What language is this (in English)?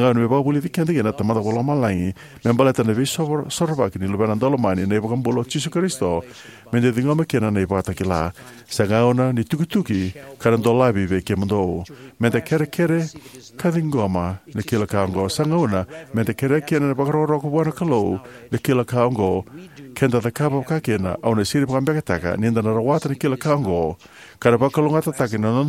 Fijian